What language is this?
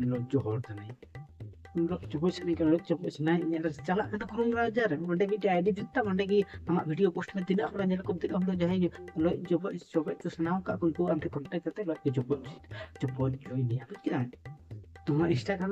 Santali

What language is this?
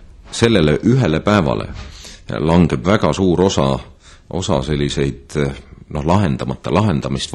Estonian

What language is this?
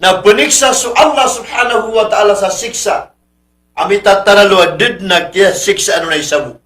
Maranao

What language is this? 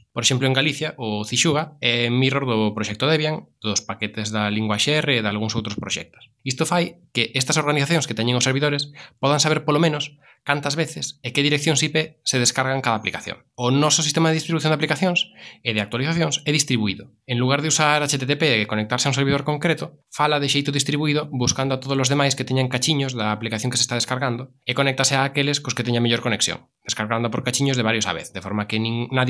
Galician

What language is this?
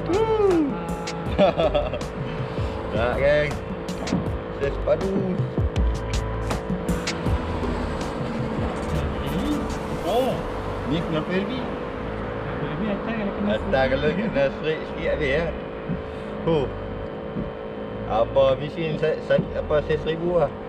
Malay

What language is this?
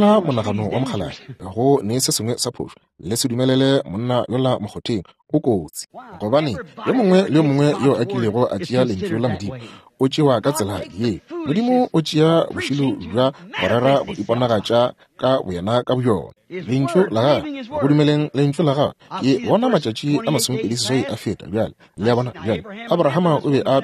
Northern Sotho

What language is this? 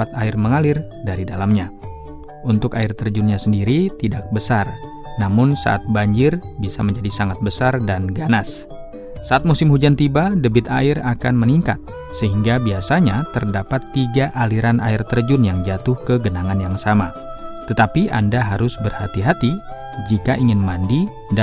Indonesian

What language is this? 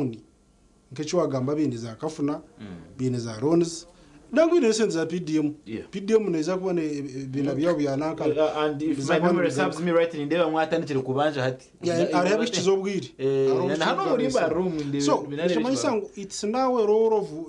Nyankole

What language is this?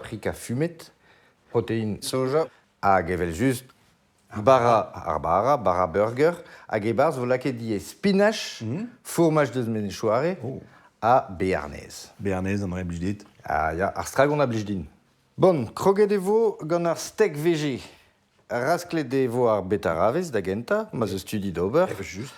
Breton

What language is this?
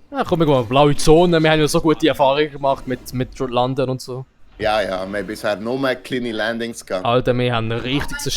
Swiss German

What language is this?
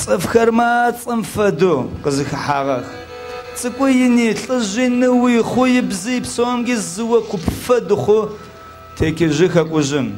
Adyghe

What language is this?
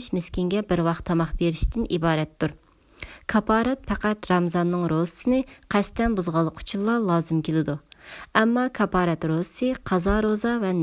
Uyghur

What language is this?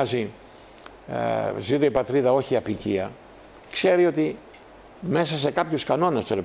Greek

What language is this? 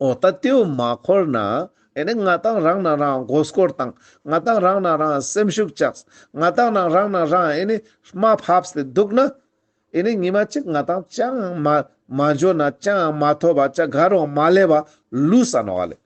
Ladakhi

